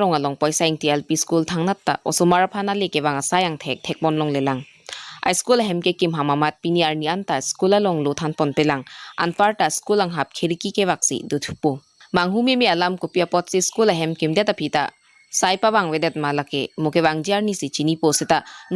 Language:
Karbi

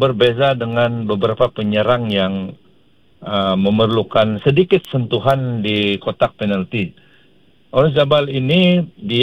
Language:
Malay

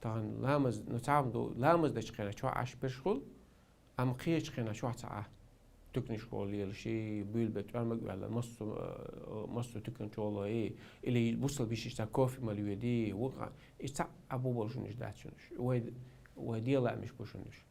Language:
Chechen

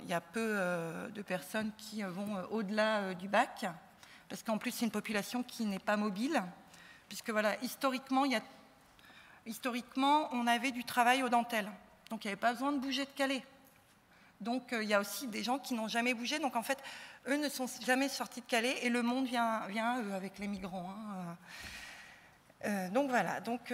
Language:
French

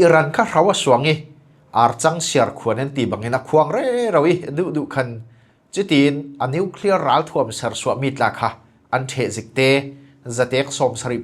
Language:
Falam Chin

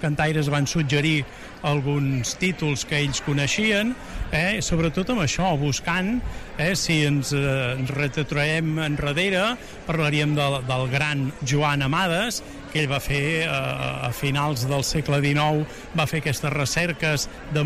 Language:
Catalan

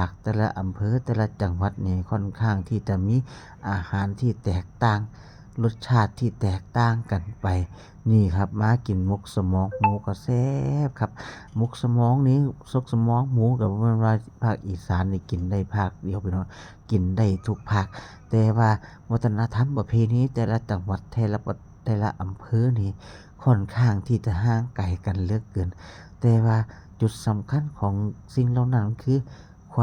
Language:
Lao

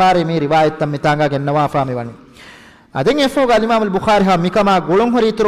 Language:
Divehi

